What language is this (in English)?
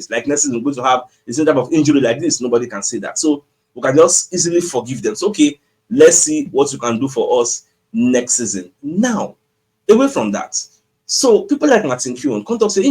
Nigerian Pidgin